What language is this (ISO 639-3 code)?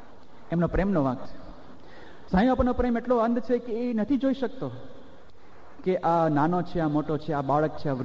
guj